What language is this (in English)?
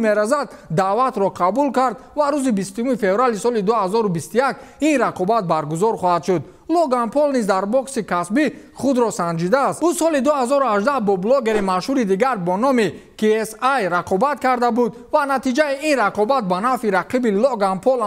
Tajik